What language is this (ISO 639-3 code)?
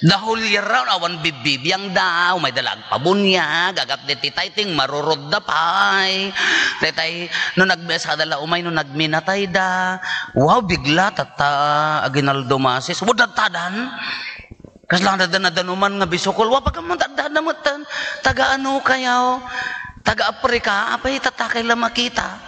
ilo